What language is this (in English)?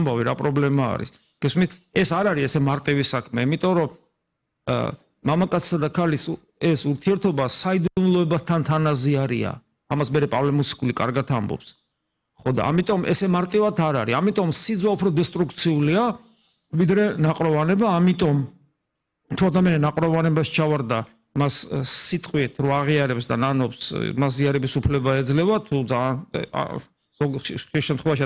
Georgian